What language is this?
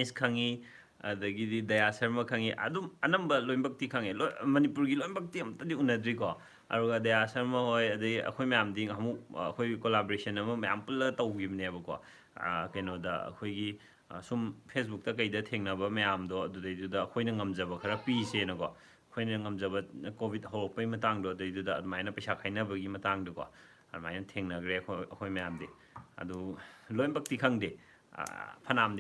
Manipuri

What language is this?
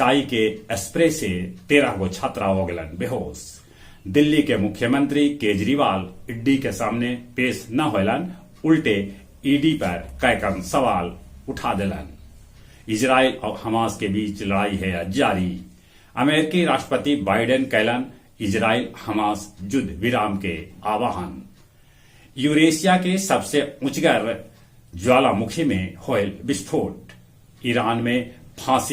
Magahi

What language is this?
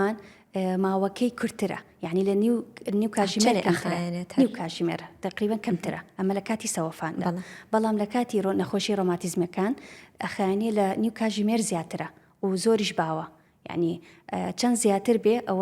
Central Kurdish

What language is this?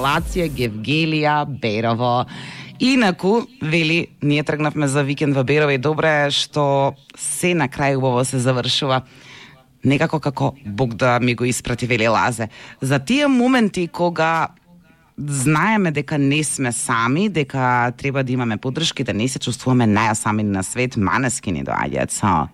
Macedonian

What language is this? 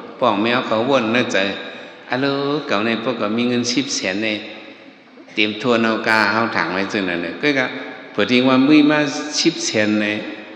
Shan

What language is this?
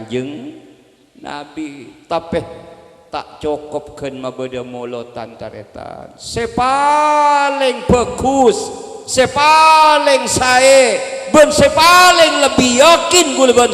Madurese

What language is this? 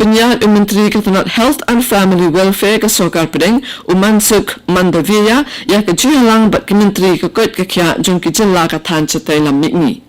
Khasi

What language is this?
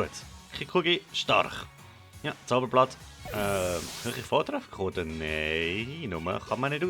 Swiss German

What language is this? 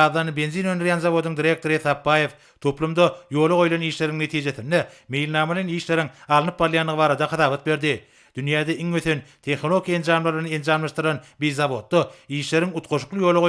Turkmen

